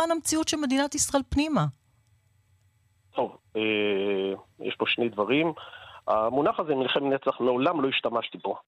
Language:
Hebrew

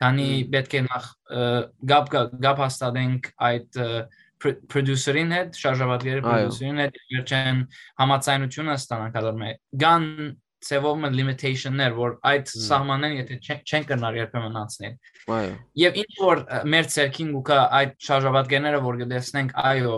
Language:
Western Armenian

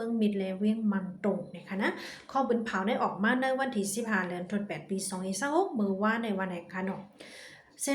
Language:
Shan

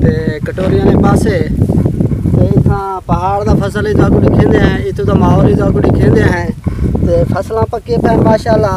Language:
Saraiki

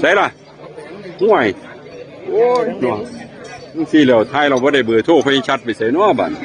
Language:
Northeastern Thai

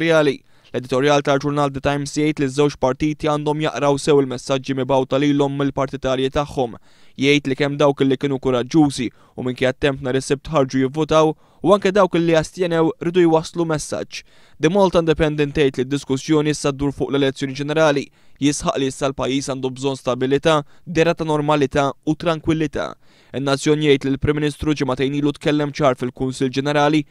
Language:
Maltese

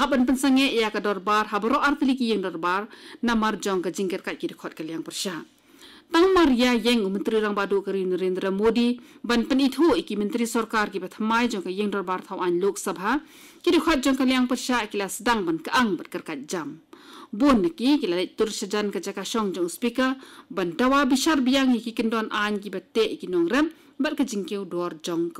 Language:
Khasi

